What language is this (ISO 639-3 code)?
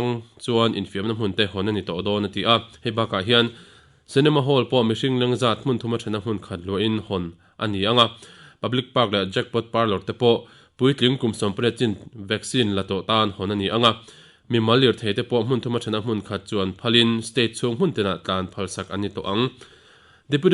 lus